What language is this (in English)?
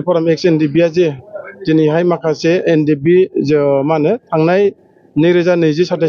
Bodo